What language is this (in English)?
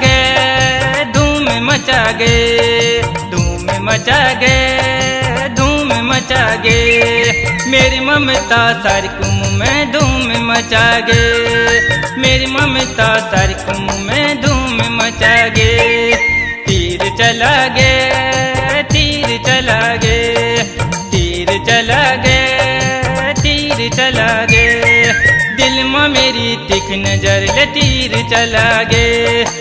Bhojpuri